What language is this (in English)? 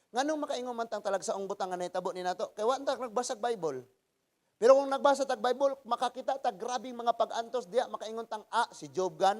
Cebuano